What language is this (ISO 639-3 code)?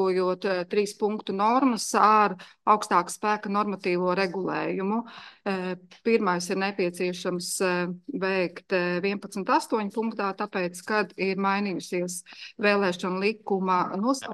lav